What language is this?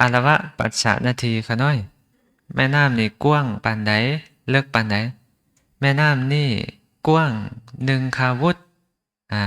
Lao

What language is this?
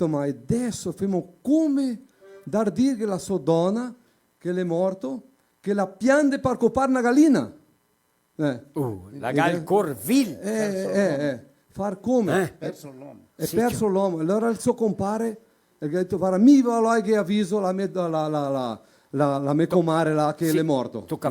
Venetian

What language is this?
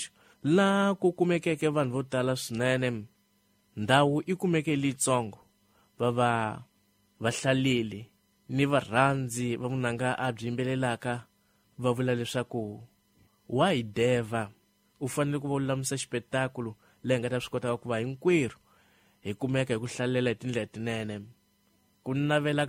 Tsonga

